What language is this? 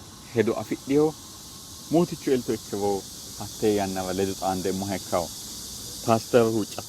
Sidamo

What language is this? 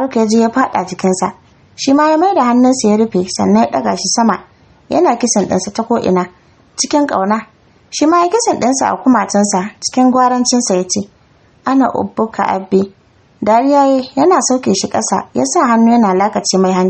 Hausa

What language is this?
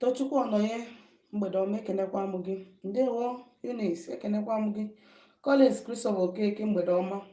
Igbo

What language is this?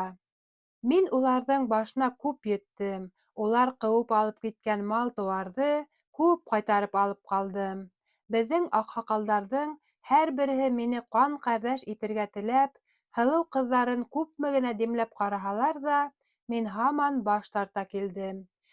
Bashkir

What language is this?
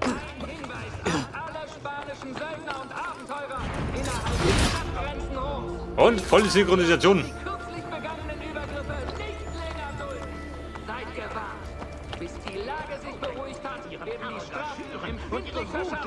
Bavarian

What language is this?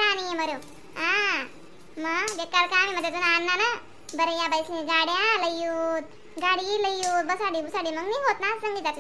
Khandesi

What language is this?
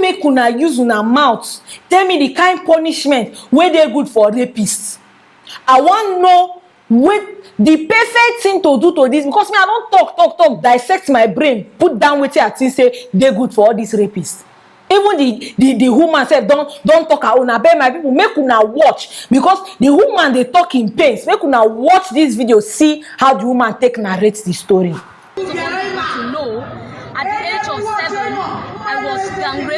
Nigerian Pidgin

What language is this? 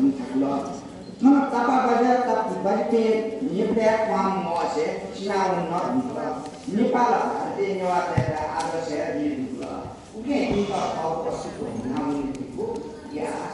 Newari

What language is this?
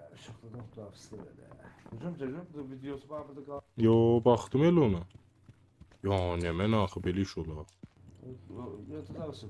South Azerbaijani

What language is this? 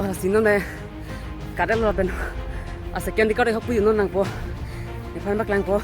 Karbi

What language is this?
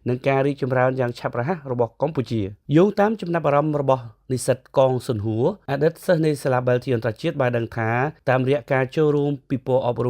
Khmer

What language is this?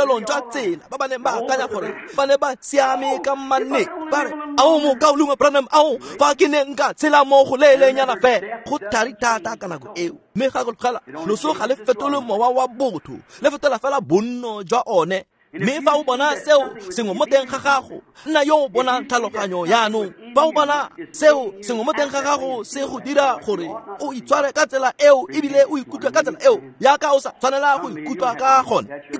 Tswana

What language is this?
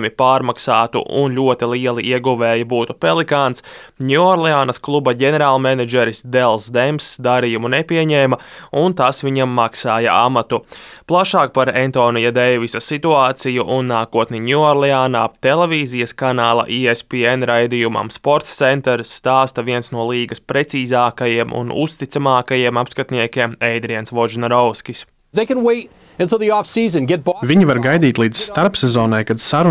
Latvian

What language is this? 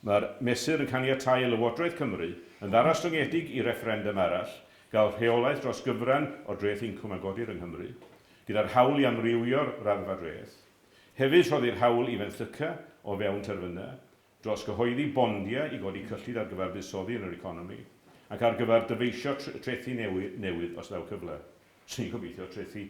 Welsh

